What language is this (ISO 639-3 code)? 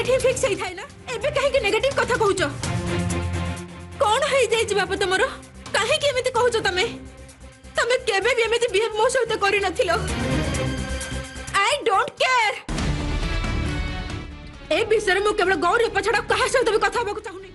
ori